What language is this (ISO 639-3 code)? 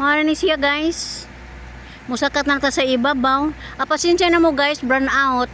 ceb